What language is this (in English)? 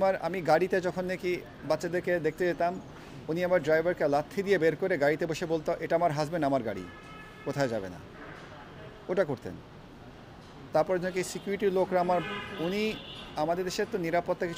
Bangla